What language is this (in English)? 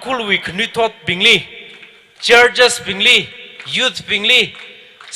Tangkhul Naga (India)